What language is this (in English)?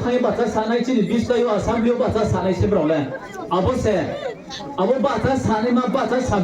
Riang (India)